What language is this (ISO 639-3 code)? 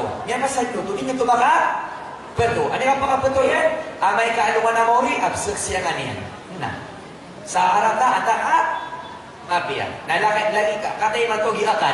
mrw